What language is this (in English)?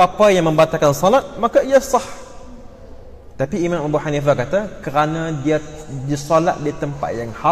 Malay